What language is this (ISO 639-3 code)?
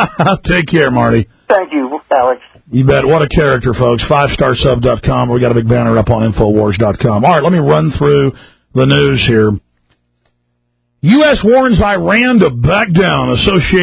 eng